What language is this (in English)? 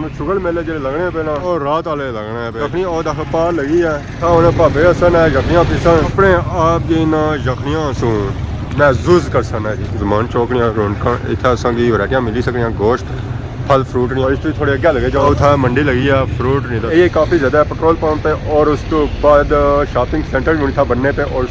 Pahari-Potwari